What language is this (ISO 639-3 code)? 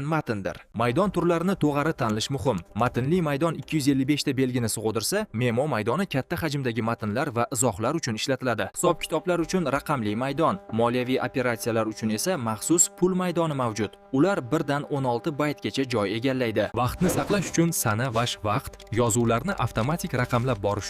uzb